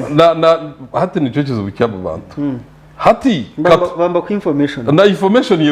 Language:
Nyankole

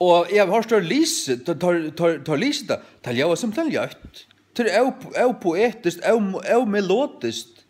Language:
Faroese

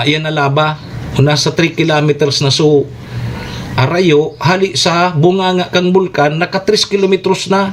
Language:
Bikol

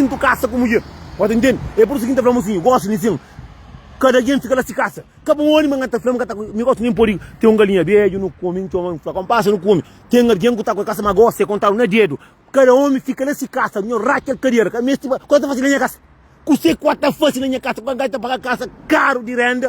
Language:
Kabuverdianu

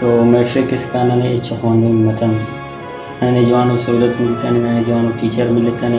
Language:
Brahui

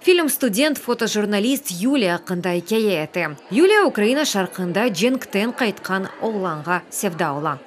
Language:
Crimean Tatar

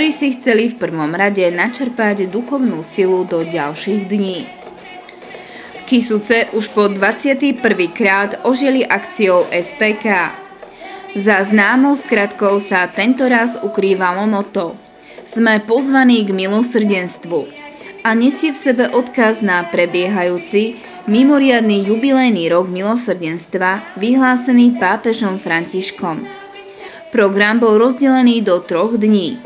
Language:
Slovak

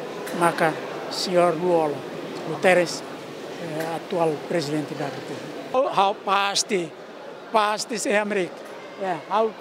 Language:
Tetum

